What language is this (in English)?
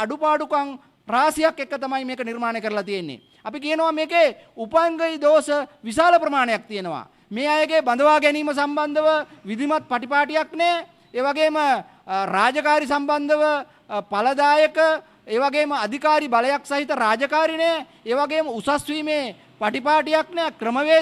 Sinhala